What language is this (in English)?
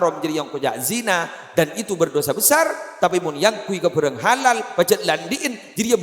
Madurese